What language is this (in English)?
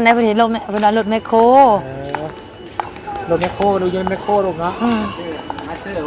Lao